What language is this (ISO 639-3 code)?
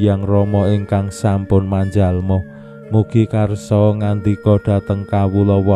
jav